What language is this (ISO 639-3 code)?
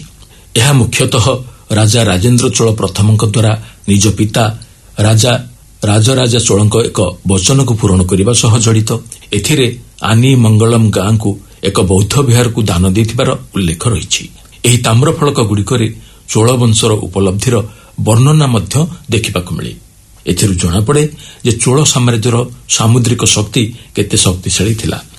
ori